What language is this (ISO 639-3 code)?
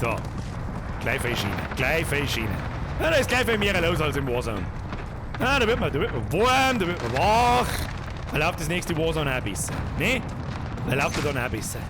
bar